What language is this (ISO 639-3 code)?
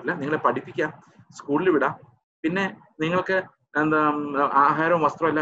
mal